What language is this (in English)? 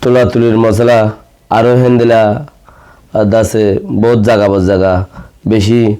Rohingya